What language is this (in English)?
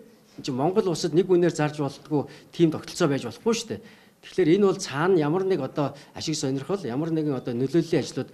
Mongolian